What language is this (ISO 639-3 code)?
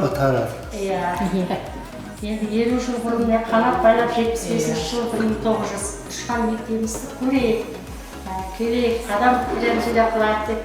kaa